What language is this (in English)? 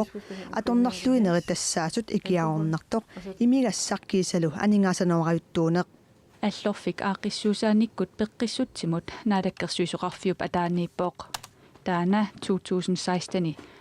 Kalaallisut